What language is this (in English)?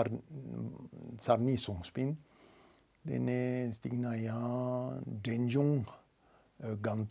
Tibetan